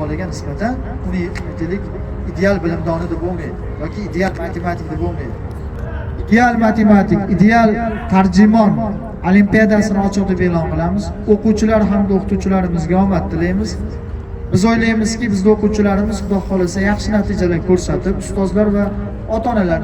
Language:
Uzbek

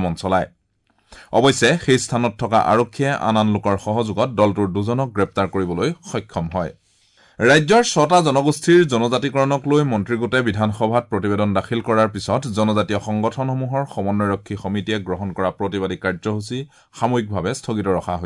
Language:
Assamese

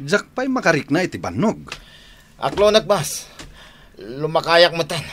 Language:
Iloko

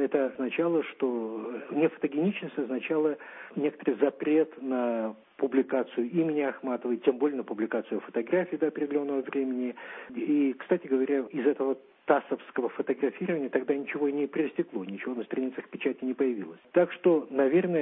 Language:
Russian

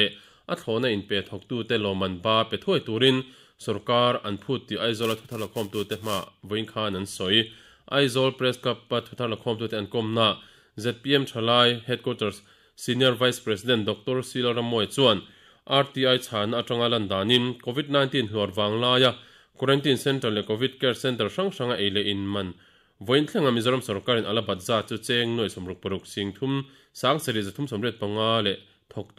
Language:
Mizo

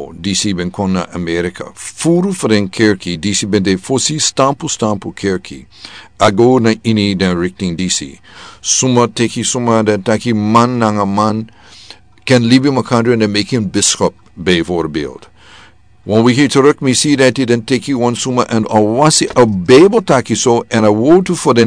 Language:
Sranan Tongo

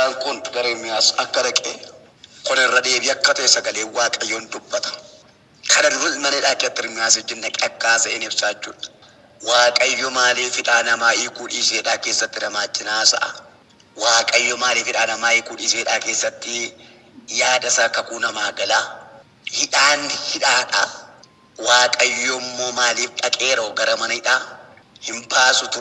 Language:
Oromo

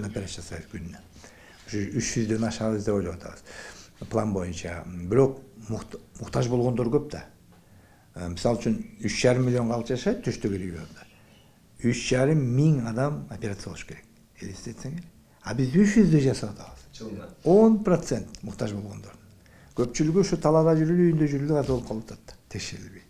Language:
Kyrgyz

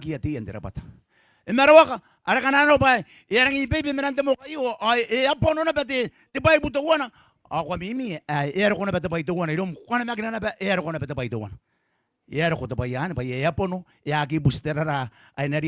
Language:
Gilbertese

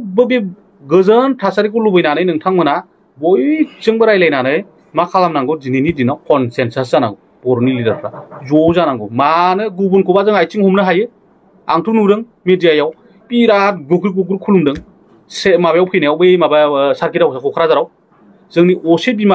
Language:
Bodo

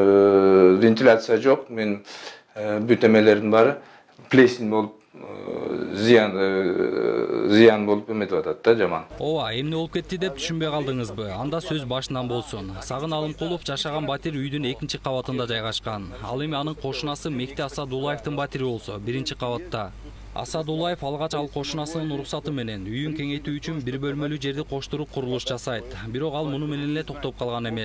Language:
Kyrgyz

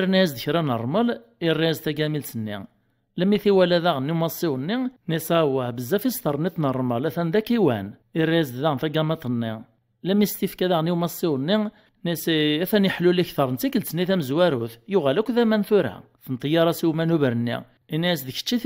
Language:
Kabyle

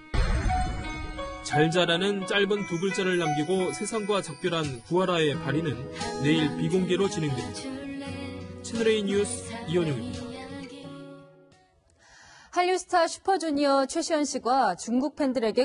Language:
Korean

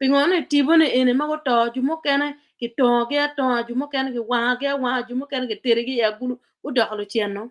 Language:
Acoli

